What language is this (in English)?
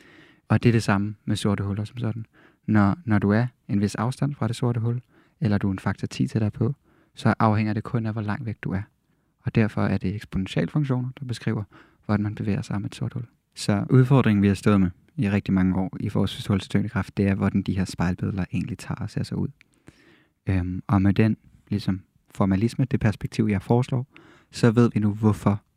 Danish